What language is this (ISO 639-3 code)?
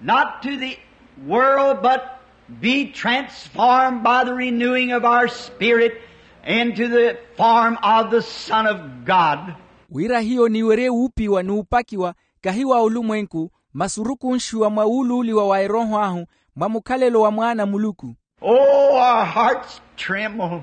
vmw